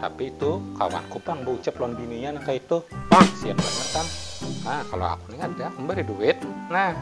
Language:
Banjar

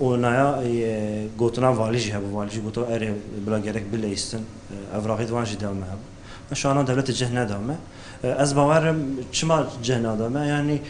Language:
Kurdish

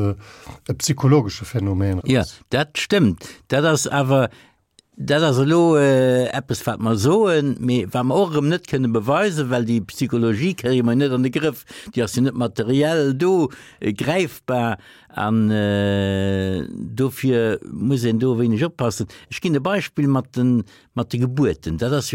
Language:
Luxembourgish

